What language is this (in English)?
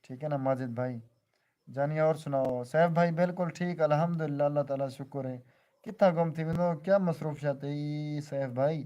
Saraiki